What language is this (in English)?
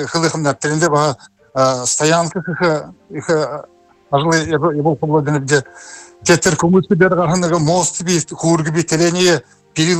Buriat